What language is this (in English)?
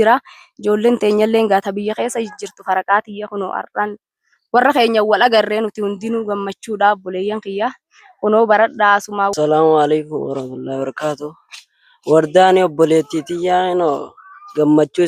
Oromo